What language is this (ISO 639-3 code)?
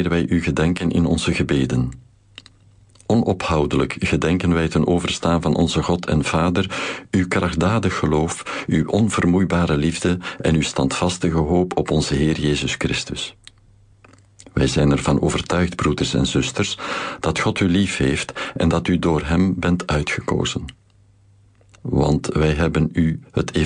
nld